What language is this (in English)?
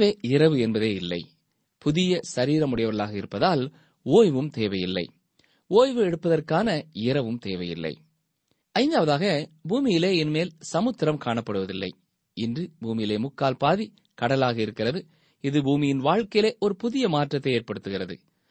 Tamil